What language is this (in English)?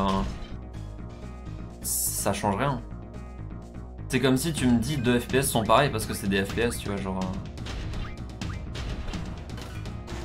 French